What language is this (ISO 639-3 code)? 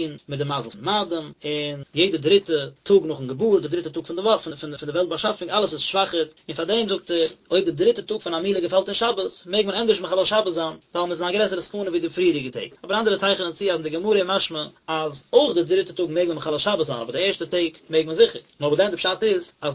yid